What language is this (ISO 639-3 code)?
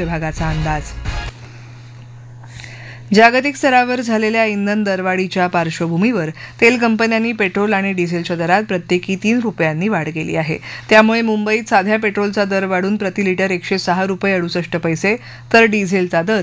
mar